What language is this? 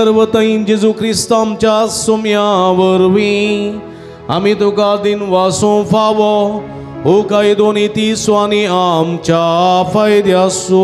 Konkani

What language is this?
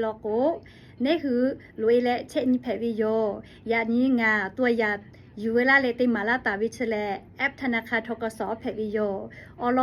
Lahu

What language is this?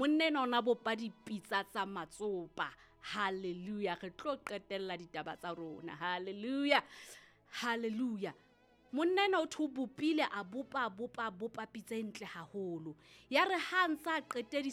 Southern Sotho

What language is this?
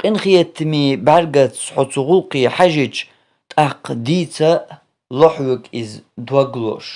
Chechen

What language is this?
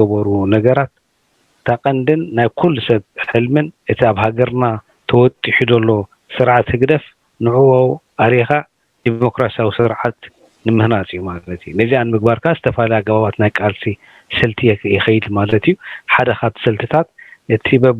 Tigrinya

